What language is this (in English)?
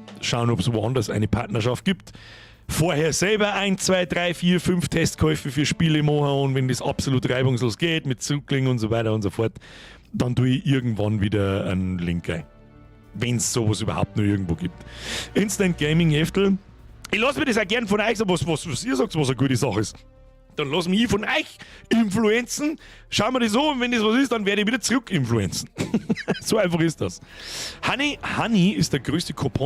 Bavarian